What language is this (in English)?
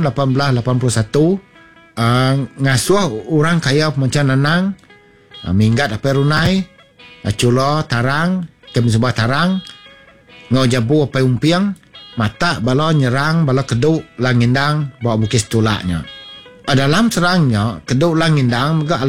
Iban